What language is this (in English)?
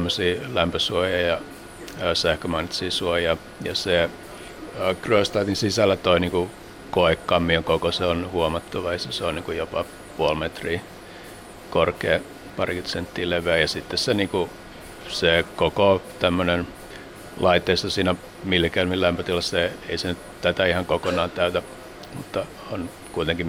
Finnish